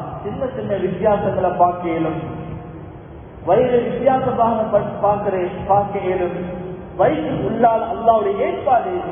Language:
Tamil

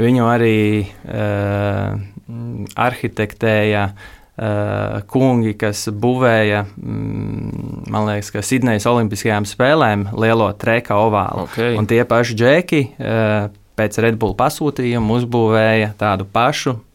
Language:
Latvian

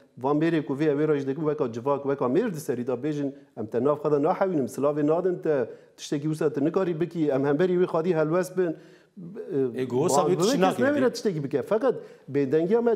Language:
Kurdish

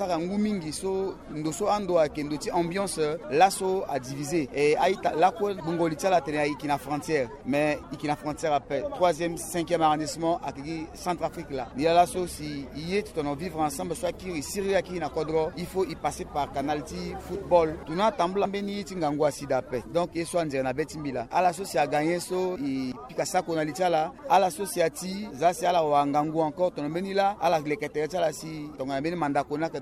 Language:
Sango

